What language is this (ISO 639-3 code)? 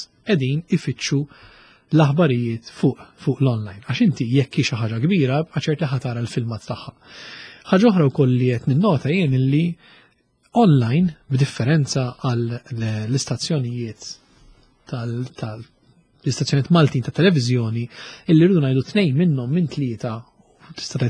mlt